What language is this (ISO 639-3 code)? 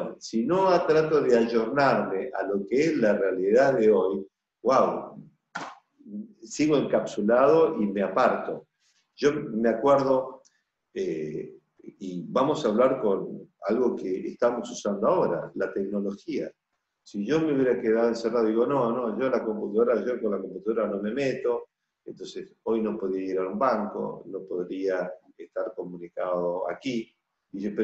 spa